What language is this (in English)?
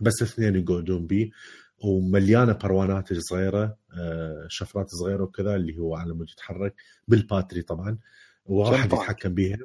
Mesopotamian Arabic